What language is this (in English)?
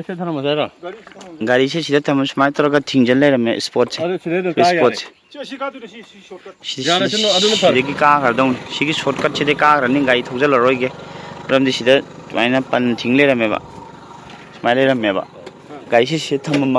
Manipuri